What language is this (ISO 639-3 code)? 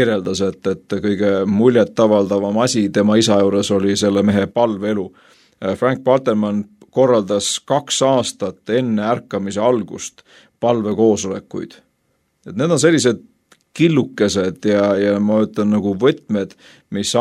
est